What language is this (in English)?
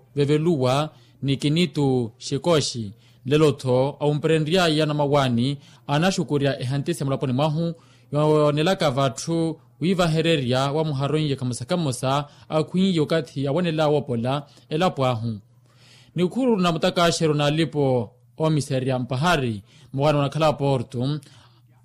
Makhuwa